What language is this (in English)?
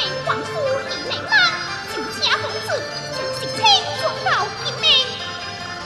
Chinese